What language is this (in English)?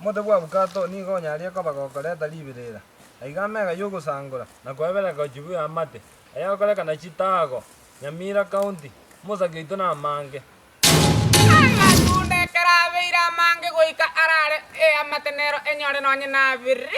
Gusii